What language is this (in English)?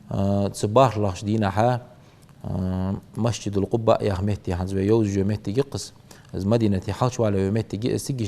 Ingush